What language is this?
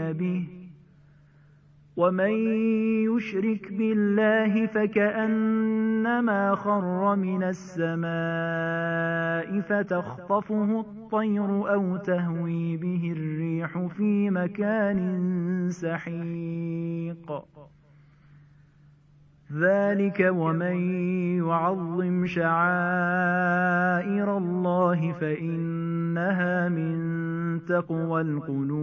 Arabic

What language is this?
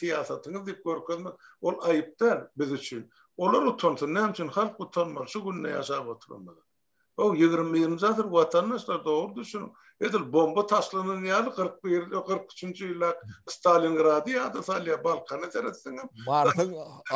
Turkmen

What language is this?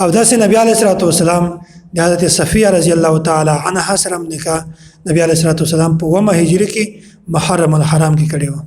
Pashto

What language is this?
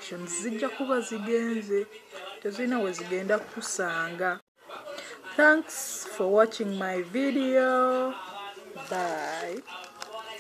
Ganda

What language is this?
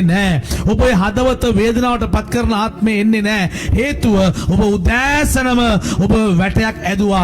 Sinhala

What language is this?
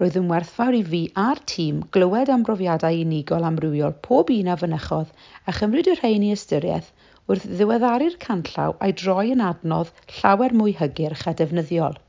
Welsh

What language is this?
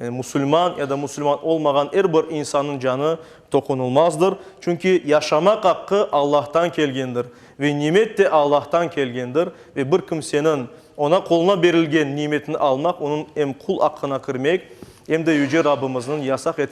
Crimean Tatar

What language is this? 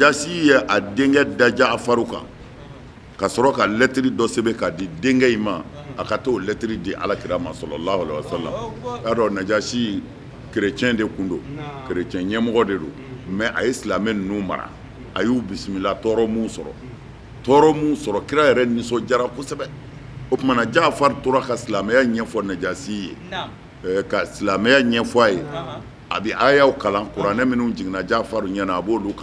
Bambara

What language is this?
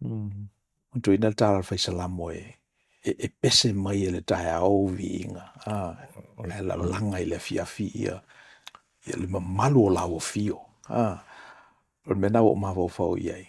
Samoan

